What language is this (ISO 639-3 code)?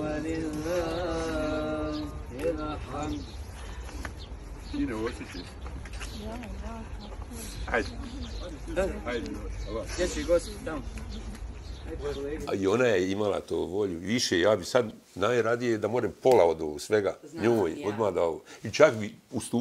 bos